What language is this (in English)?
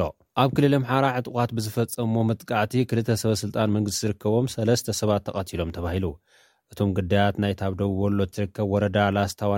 Tigrinya